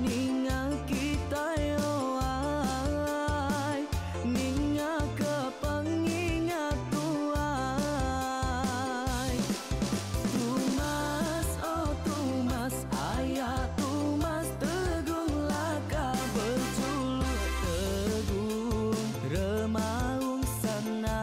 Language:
Iban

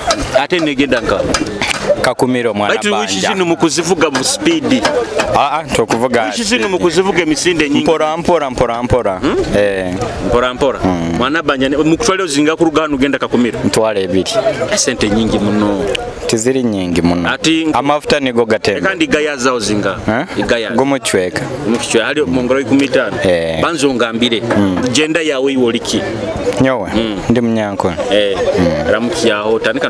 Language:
Nyoro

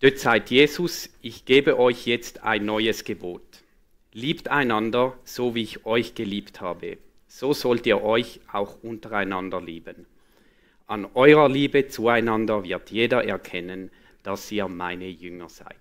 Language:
Swiss German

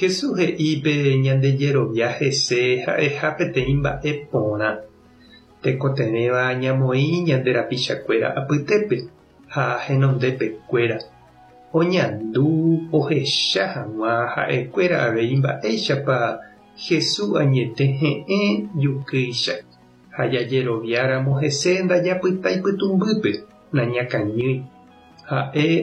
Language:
Guarani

